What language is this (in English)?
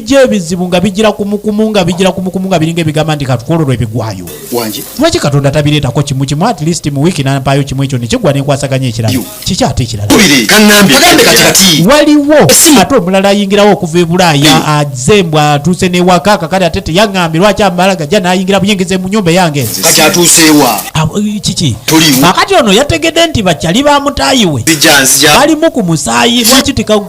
Ganda